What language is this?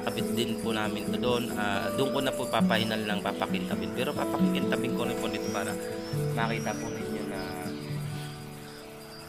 Filipino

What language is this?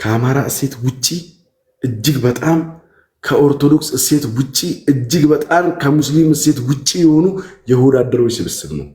Amharic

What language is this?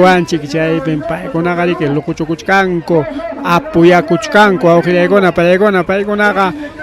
Ayacucho Quechua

